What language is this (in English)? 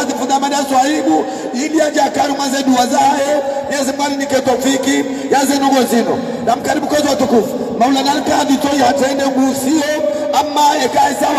Swahili